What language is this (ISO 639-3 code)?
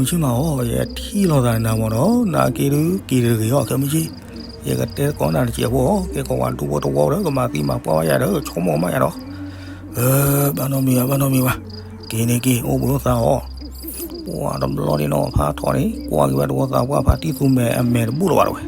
ksw